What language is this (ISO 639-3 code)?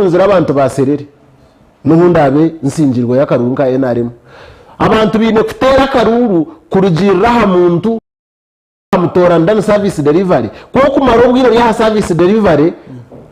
nyn